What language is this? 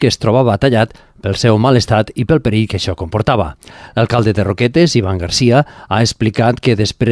Catalan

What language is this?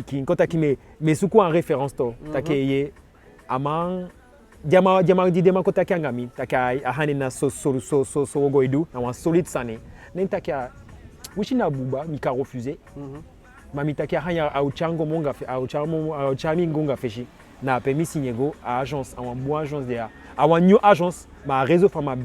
Eastern Maroon Creole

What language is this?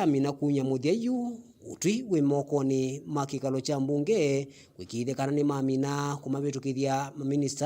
Kamba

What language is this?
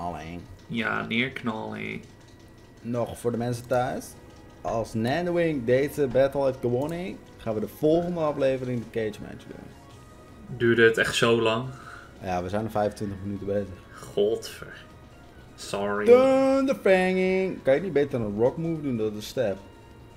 Dutch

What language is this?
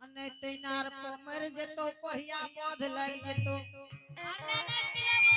Angika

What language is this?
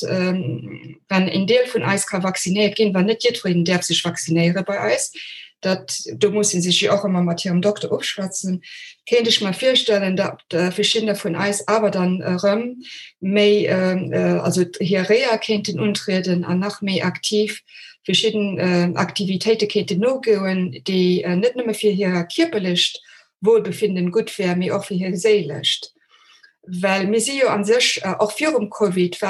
Luxembourgish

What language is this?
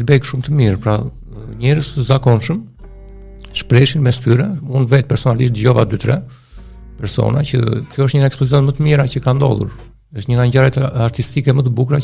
Albanian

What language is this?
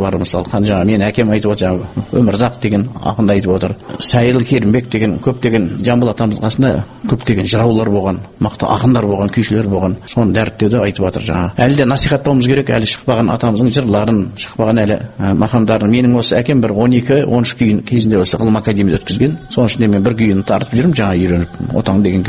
Kazakh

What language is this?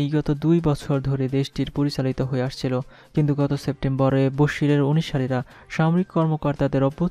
Bangla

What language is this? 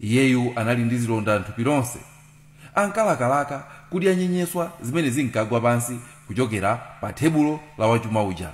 Nyanja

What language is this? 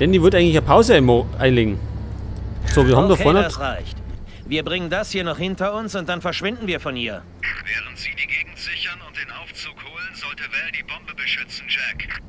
Bavarian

